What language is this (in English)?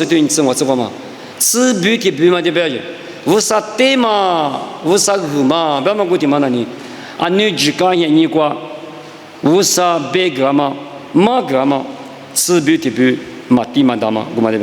Lisu